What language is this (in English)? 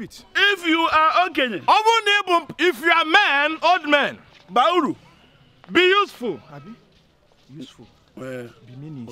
Nigerian Pidgin